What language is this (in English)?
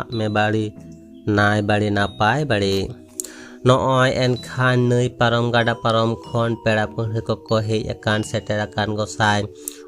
Santali